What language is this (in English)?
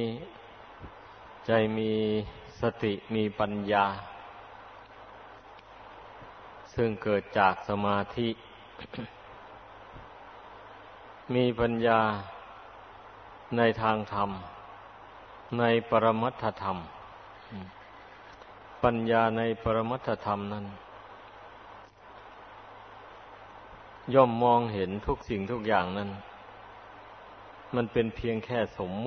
Thai